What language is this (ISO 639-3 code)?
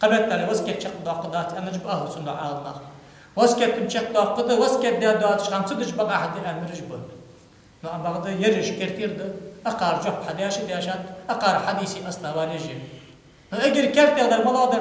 inh